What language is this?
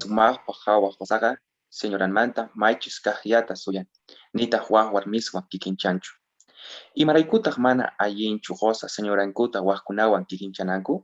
South Bolivian Quechua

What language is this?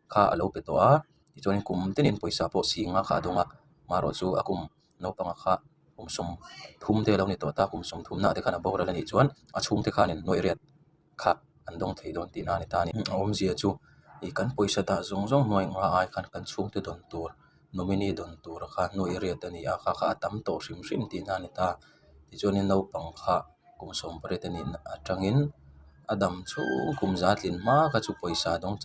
Mizo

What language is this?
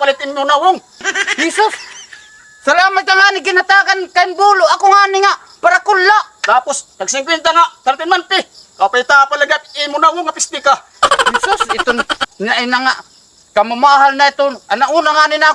Waray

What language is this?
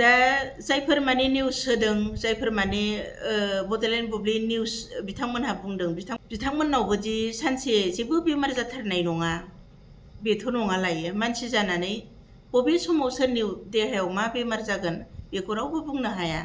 Bodo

